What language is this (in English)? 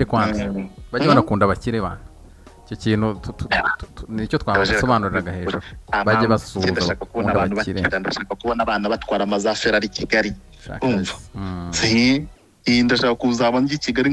Kinyarwanda